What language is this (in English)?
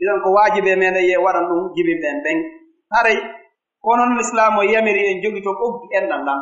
Pular